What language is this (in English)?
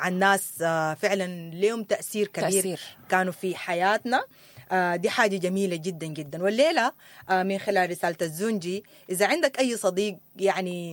Sudanese Arabic